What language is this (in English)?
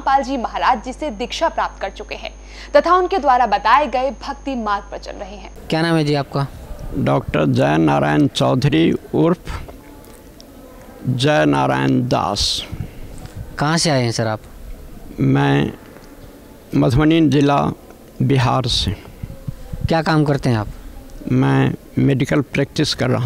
Hindi